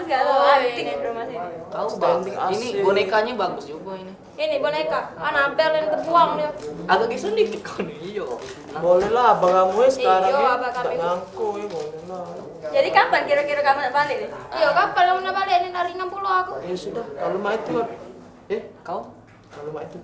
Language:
Musi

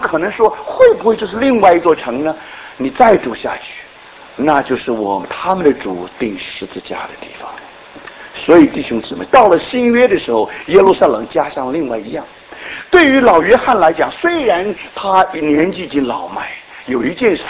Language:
Chinese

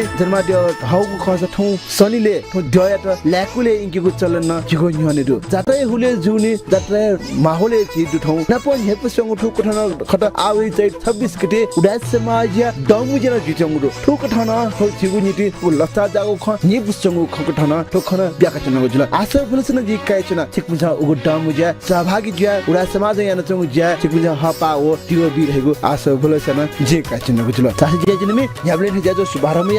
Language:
Newari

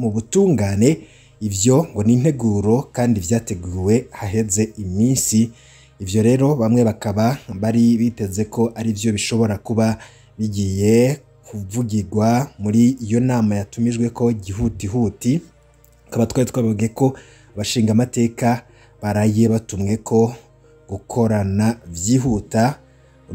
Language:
Rundi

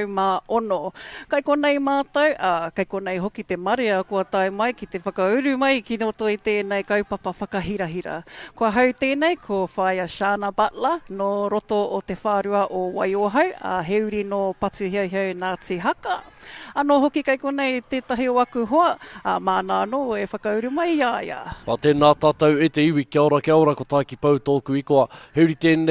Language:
Māori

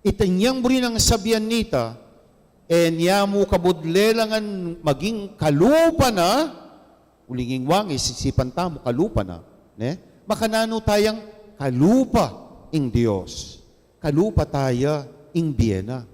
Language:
Pampanga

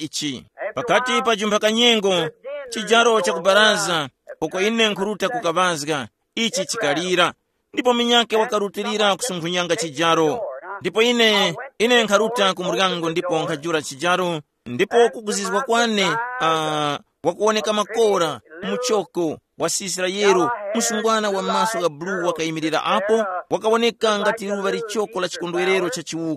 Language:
Tumbuka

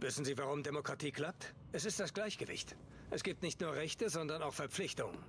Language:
Swiss German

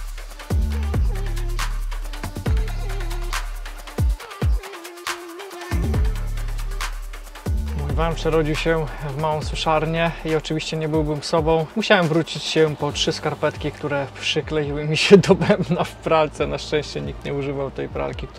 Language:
Polish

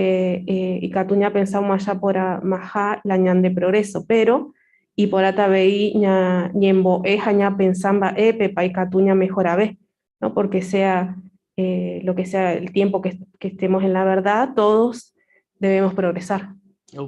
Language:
Guarani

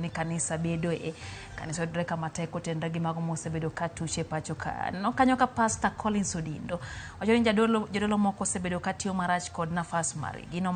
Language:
Luo (Kenya and Tanzania)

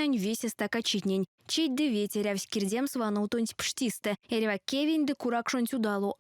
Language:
Erzya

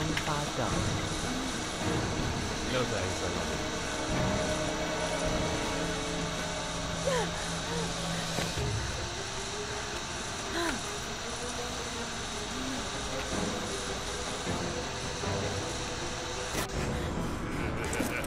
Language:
French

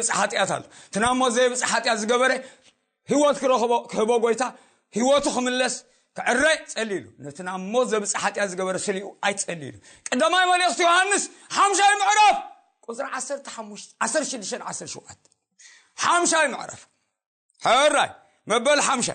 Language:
Tigrinya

